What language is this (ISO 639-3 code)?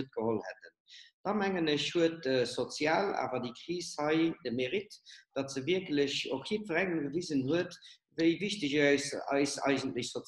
ltz